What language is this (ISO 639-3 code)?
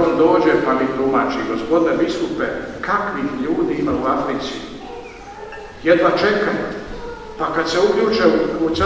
hrv